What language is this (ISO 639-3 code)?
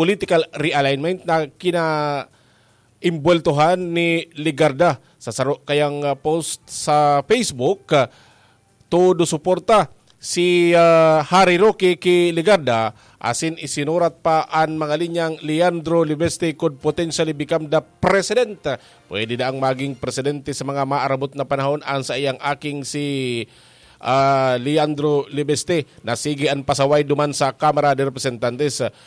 bik